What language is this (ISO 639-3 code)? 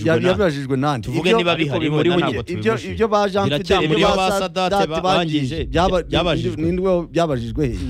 kin